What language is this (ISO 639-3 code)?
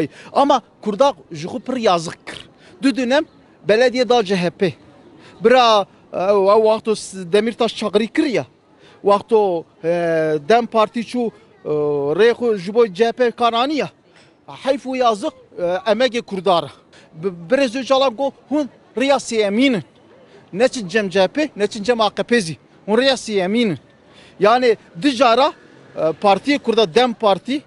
kur